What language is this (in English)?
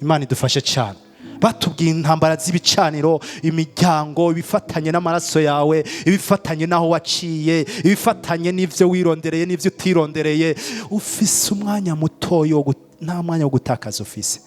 Rundi